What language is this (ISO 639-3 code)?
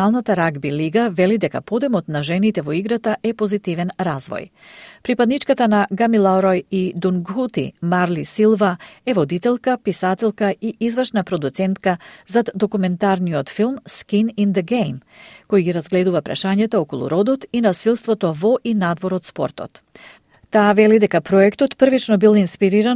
mkd